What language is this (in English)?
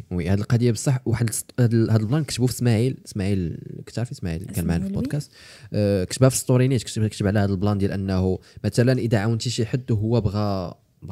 Moroccan Arabic